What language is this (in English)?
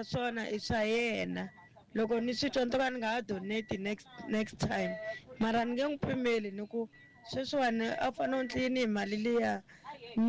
Tsonga